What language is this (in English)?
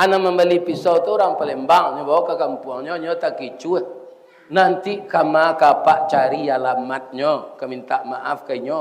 Minangkabau